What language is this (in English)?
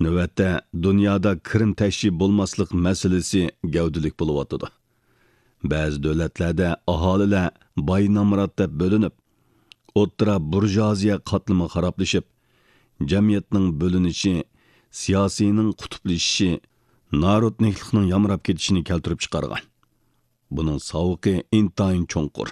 Uyghur